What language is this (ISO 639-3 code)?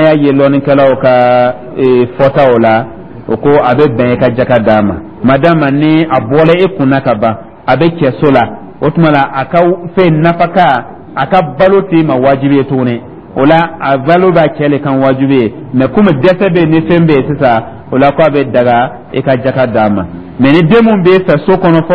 dyu